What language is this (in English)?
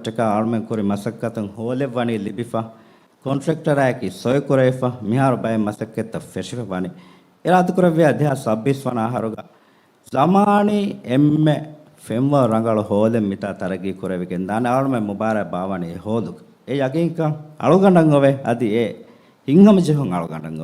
Divehi